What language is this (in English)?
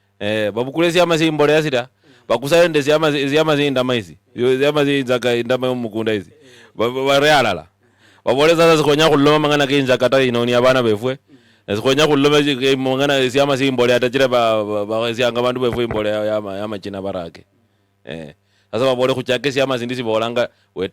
Luyia